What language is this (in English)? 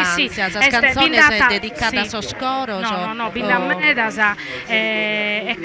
Sardinian